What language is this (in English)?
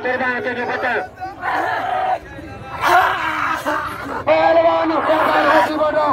Hindi